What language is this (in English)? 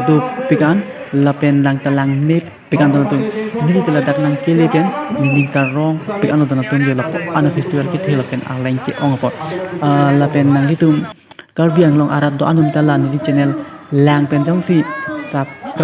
Karbi